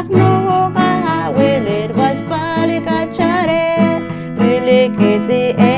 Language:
Poqomchi'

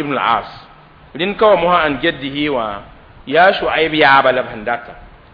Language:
Mossi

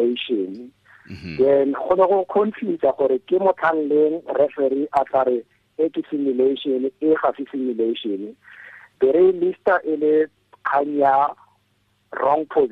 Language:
Tswana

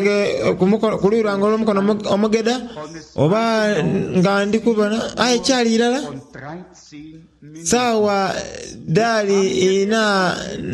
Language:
Soga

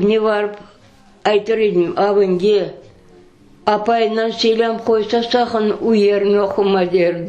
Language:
Crimean Tatar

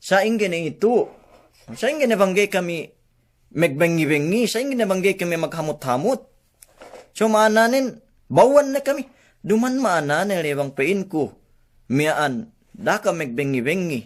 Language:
Yakan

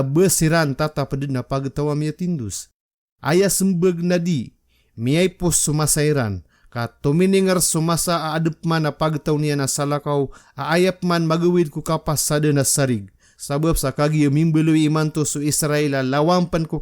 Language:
Maranao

